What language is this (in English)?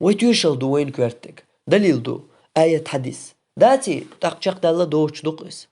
Chechen